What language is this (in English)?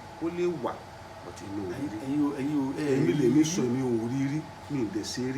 Yoruba